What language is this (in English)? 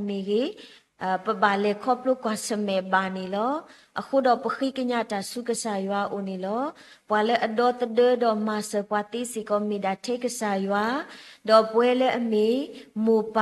S'gaw Karen